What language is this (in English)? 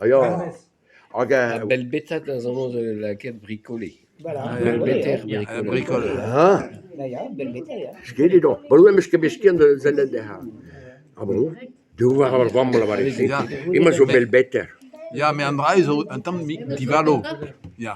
Breton